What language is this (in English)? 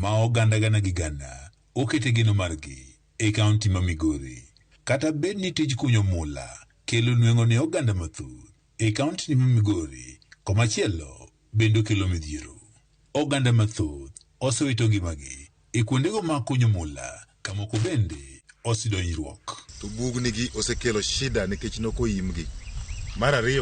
Luo (Kenya and Tanzania)